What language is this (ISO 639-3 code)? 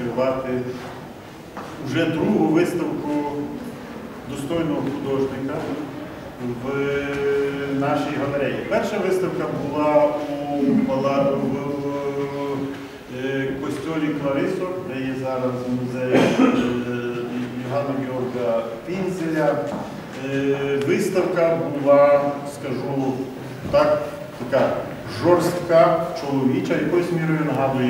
ukr